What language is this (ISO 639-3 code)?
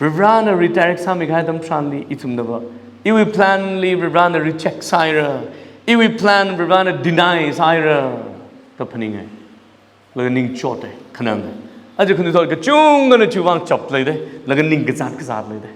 nmf